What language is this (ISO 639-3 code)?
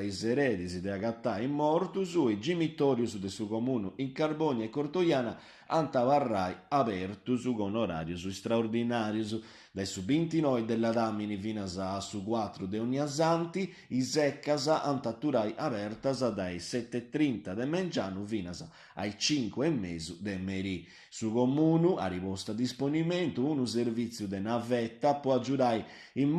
srd